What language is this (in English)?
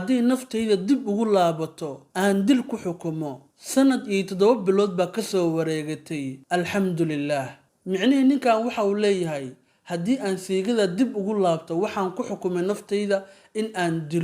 Somali